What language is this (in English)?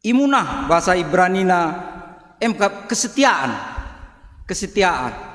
Batak Karo